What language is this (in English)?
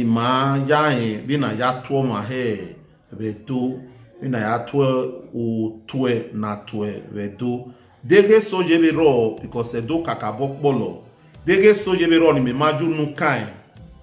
Bini